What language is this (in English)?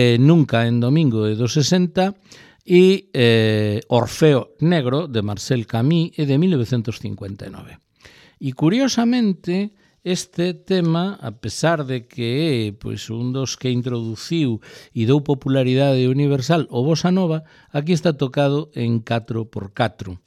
Galician